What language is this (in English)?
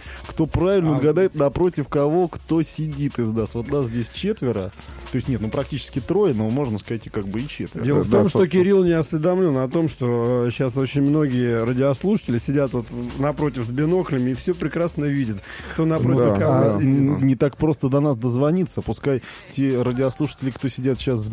Russian